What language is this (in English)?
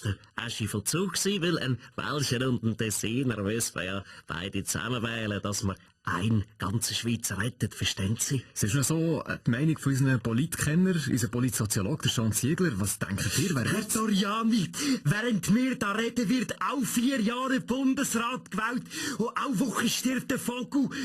Swiss German